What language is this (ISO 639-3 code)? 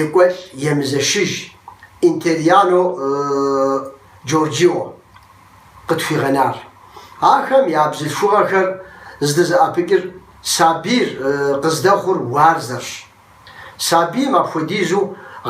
kbd